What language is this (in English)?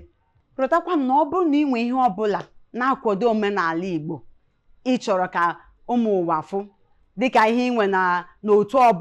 Igbo